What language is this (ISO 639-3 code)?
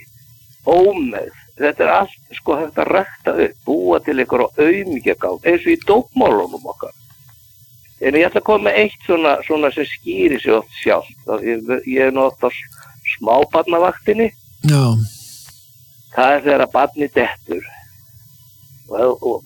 isl